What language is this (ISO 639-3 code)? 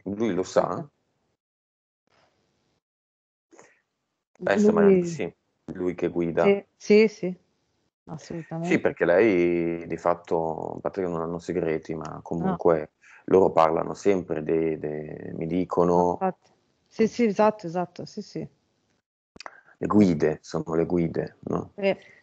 ita